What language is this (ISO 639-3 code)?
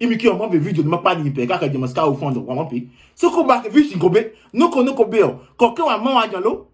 ada